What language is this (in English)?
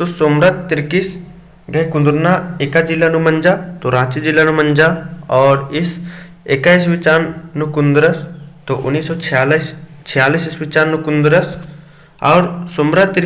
Kurukh